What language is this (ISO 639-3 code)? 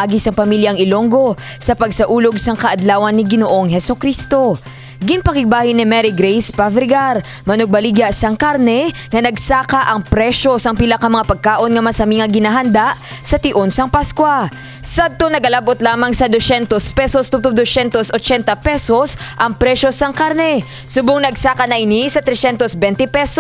hil